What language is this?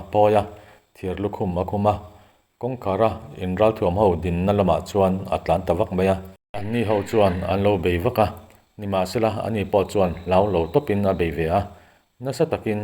Mizo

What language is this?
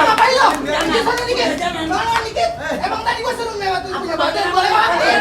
Betawi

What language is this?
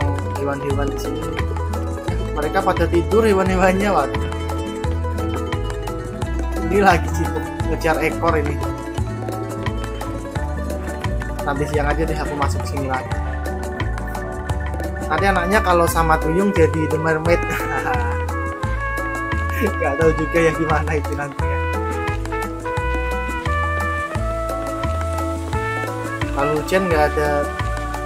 Indonesian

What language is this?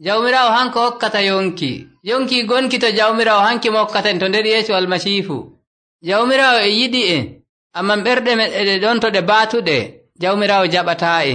Nigerian Fulfulde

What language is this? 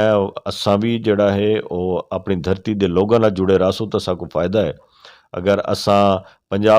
Saraiki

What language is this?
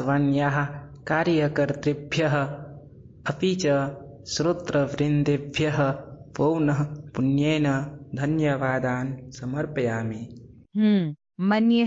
Sanskrit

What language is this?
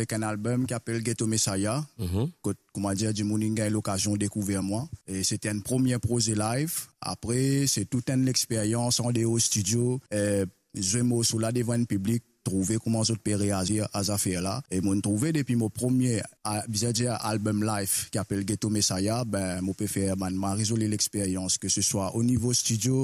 Morisyen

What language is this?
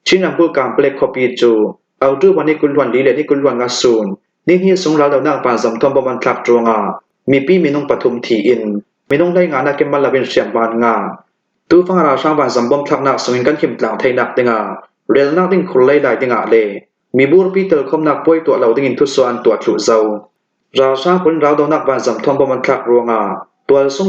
Hakha Chin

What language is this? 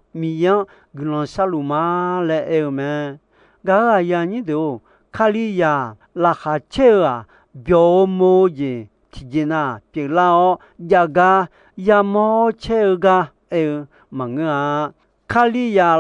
Akha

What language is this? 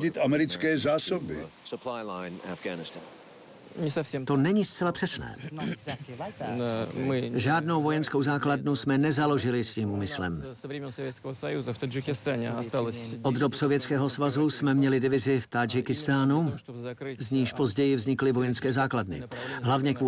Czech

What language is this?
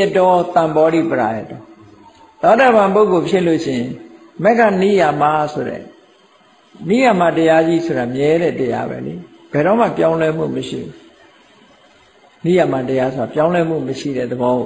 Burmese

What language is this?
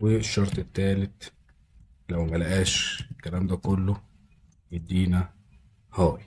Egyptian Arabic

